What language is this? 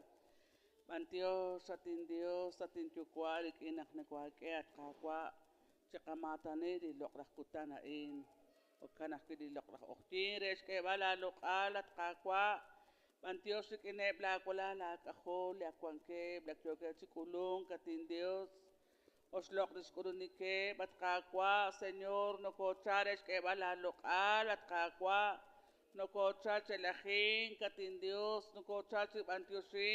Kekchí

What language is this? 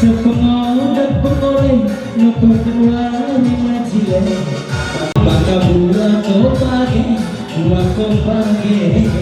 Batak Karo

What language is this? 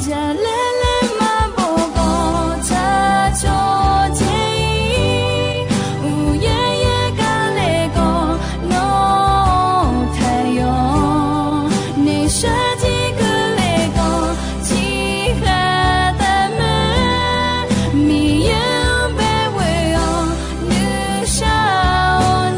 Akha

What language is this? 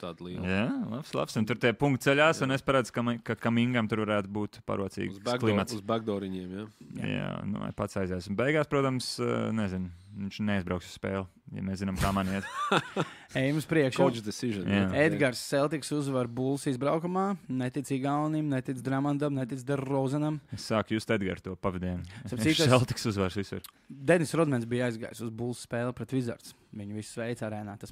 Latvian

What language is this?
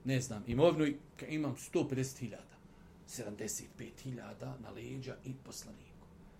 Bosnian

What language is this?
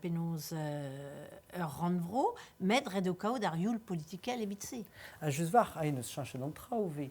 Breton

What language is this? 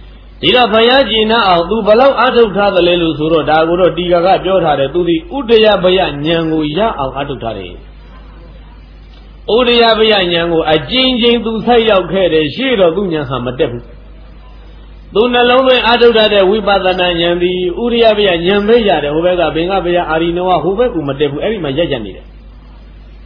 Burmese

